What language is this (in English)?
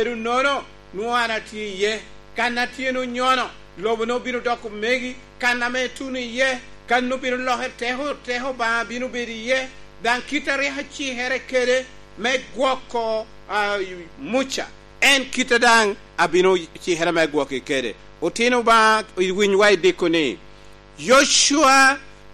Lango (Uganda)